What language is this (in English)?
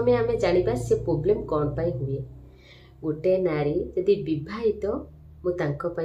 Odia